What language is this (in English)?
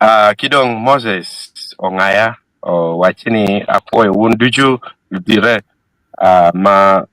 Acoli